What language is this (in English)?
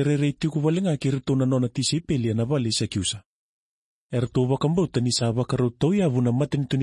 Fijian